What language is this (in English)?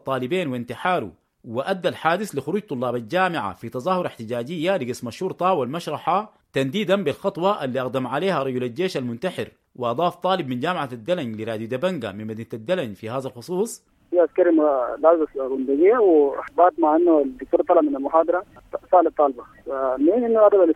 Sudanese Arabic